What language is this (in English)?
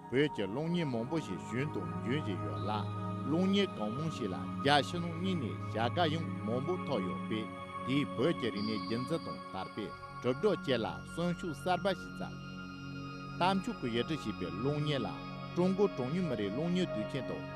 Tibetan